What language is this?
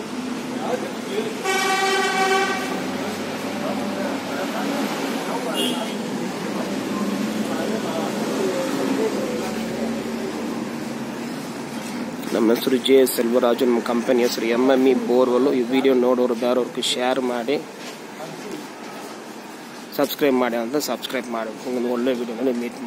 Kannada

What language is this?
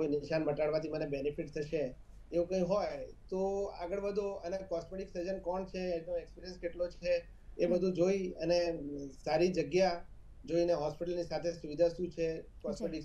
Gujarati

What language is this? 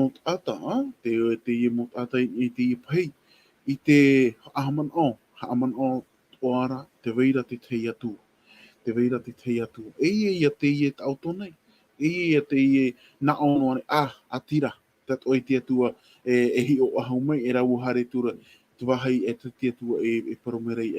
Tahitian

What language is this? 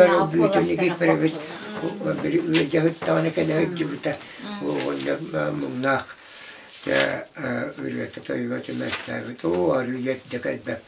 Yakut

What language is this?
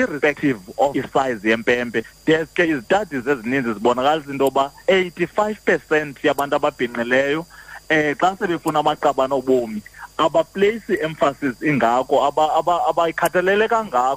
Xhosa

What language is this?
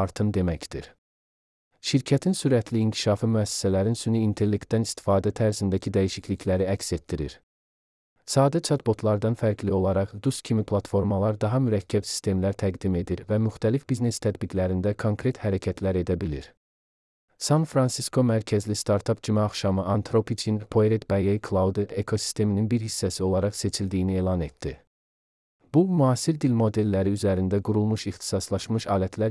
Azerbaijani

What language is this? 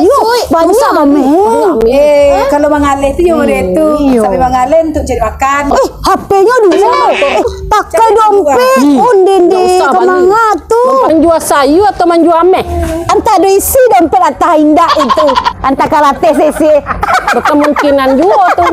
Minangkabau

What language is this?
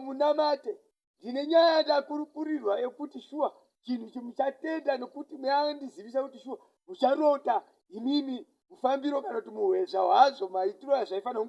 Shona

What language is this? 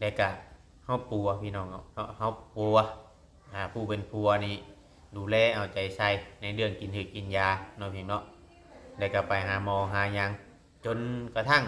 Northeastern Thai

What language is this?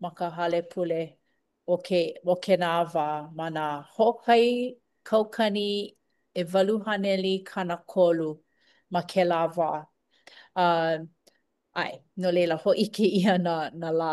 Hawaiian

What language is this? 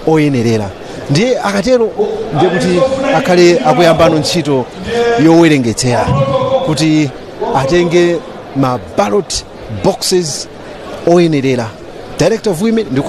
Nyanja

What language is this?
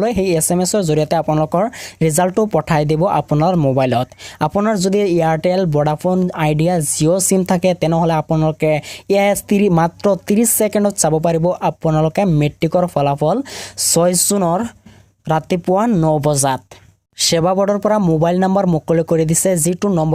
Assamese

